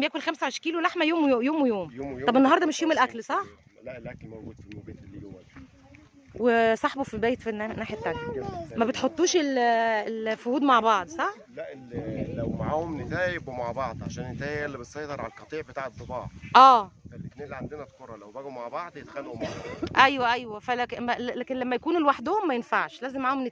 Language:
Egyptian Arabic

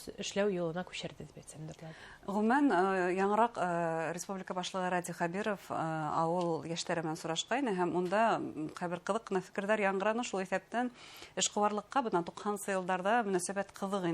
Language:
Bashkir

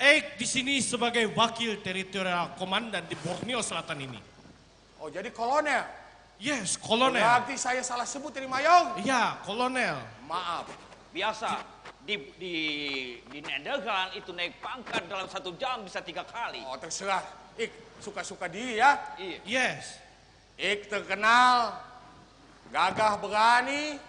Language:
Banjar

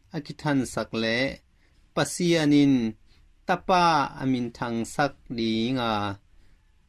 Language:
Tedim Chin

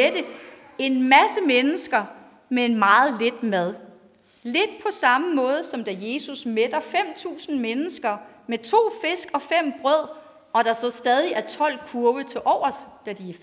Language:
Danish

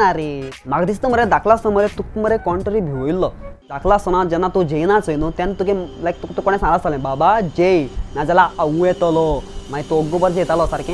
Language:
Konkani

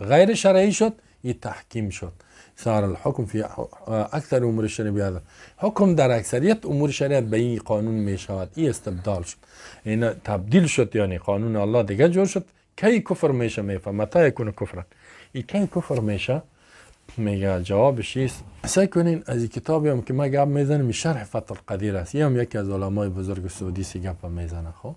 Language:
Persian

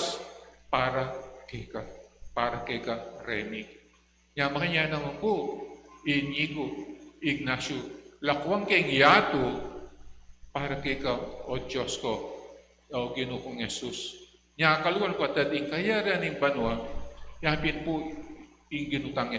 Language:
Pampanga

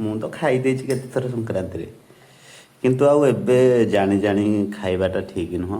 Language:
Odia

